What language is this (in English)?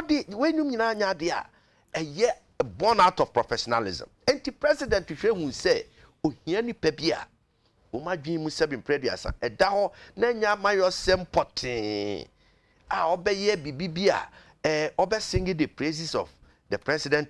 Akan